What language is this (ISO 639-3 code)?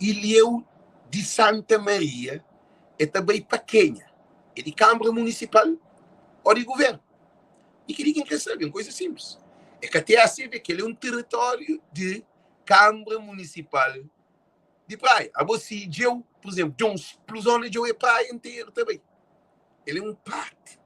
kea